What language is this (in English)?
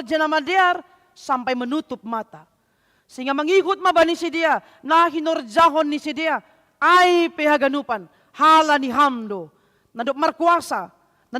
Batak Simalungun